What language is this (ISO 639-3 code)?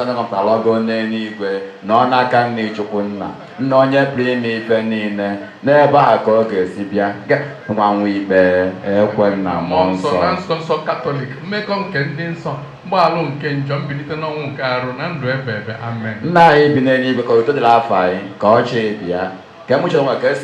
ibo